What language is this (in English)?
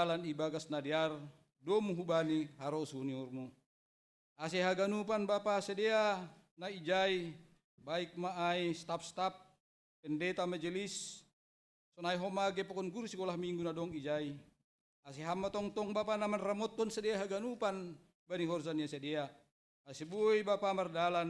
Batak Simalungun